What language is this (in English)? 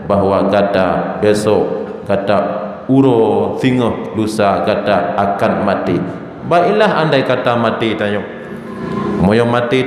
Achinese